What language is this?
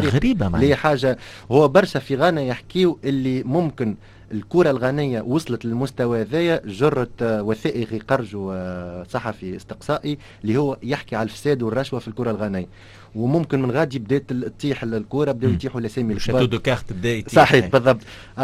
Tunisian Arabic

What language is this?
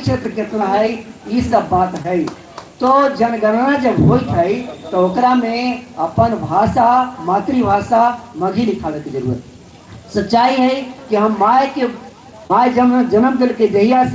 Magahi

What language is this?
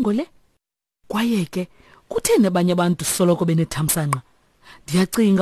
Xhosa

